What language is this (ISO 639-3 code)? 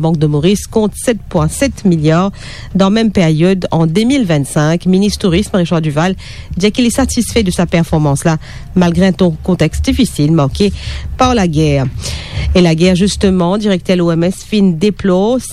mfe